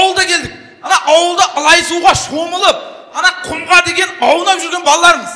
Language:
Kara-Kalpak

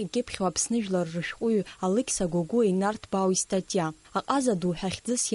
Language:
Abkhazian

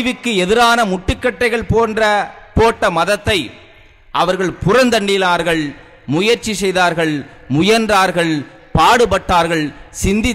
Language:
Tamil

